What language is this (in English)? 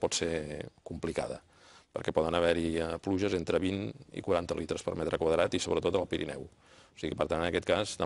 Catalan